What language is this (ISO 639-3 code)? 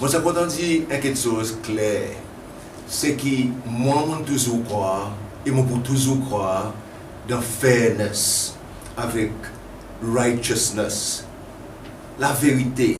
crs